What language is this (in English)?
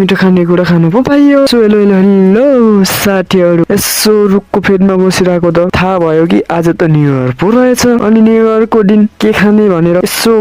Nepali